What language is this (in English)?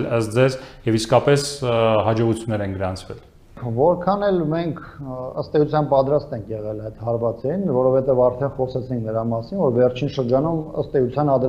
Armenian